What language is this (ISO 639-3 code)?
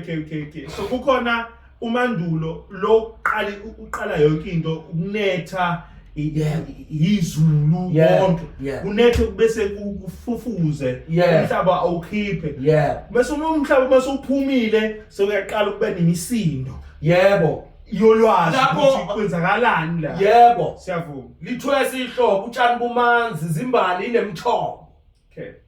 zul